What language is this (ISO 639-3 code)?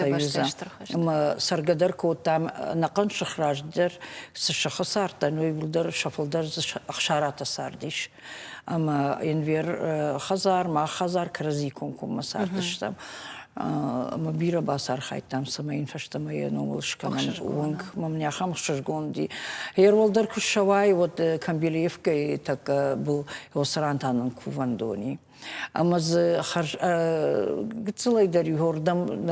oss